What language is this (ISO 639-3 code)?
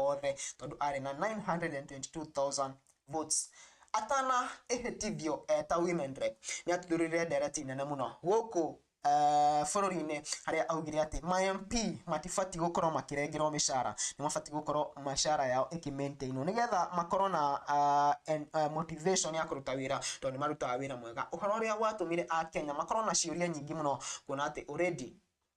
kik